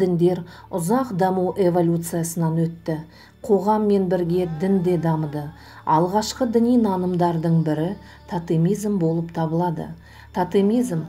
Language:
Kazakh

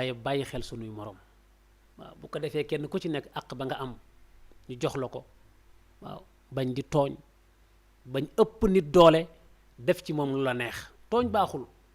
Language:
Wolof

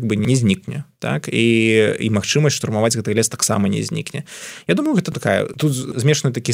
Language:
Belarusian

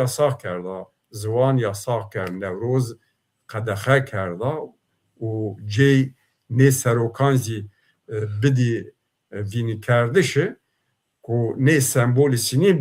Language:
Zaza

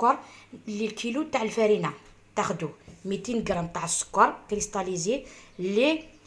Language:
Algerian Arabic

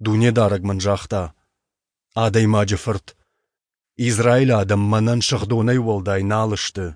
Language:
Ossetic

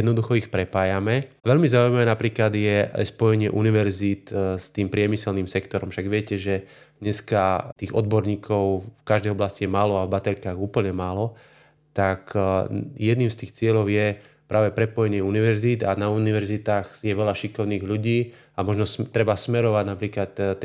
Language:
Slovak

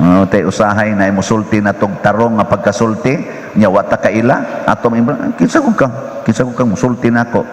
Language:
Cebuano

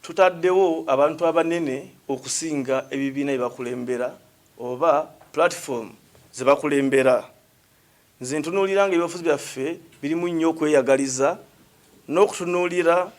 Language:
Ganda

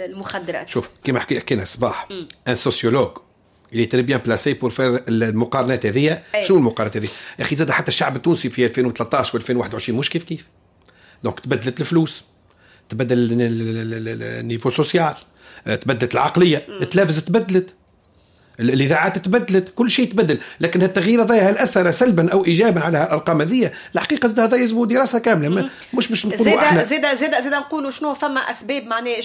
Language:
Tunisian Arabic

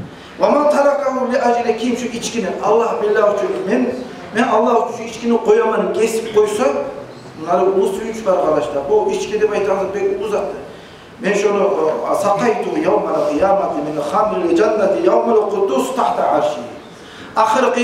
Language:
Kumyk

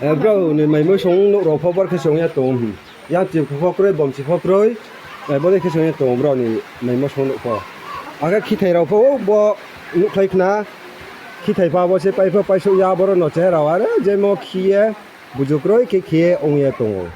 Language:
Riang (India)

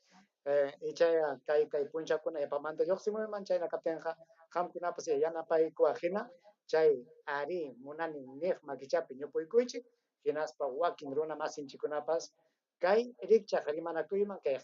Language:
Ayacucho Quechua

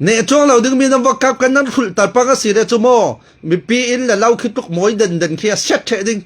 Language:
Falam Chin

